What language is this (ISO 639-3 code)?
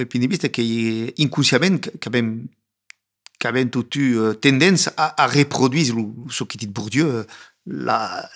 oci